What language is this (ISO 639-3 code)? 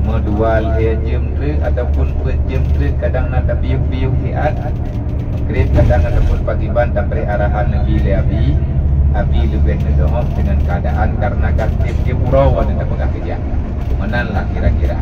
ace